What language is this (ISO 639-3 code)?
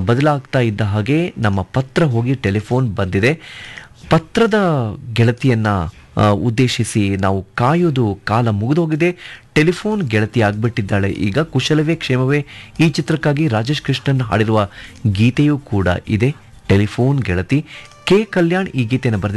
kan